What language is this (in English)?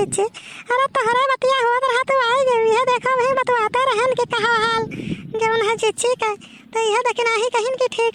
Awadhi